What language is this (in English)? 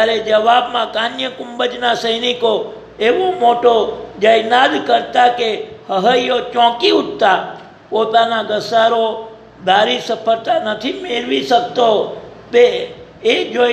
Gujarati